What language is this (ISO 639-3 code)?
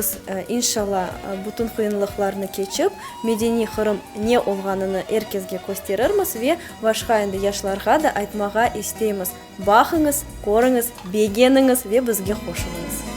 crh